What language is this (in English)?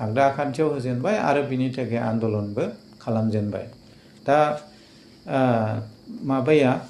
Bodo